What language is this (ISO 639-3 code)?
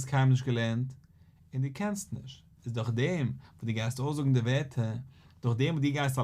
yid